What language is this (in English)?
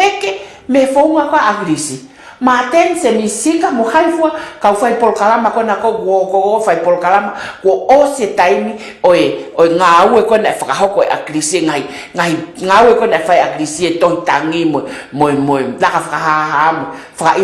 Tongan